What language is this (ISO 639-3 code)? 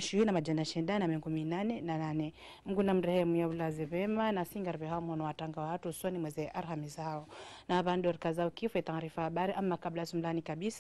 swa